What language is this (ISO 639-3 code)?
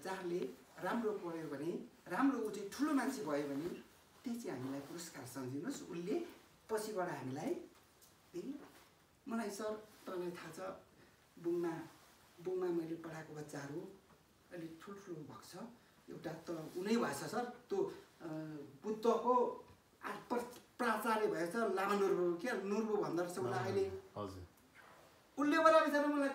nep